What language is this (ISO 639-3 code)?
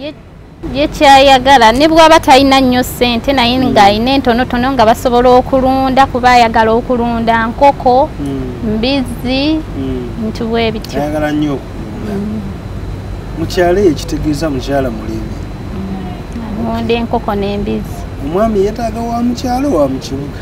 lug